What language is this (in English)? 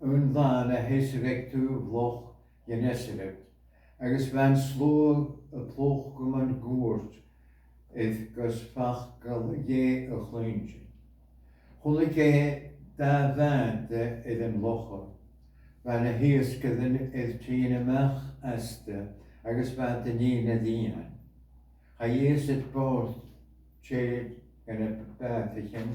Scottish Gaelic